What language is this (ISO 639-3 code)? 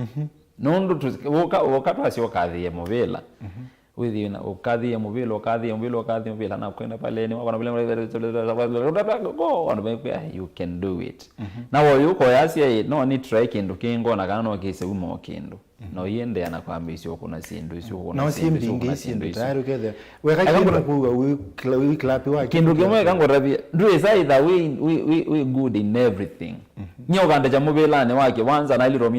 kam